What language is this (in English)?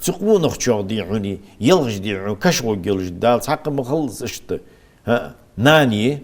Ingush